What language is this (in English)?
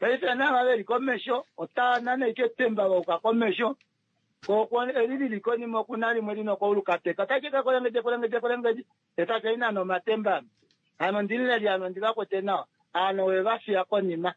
Kuanyama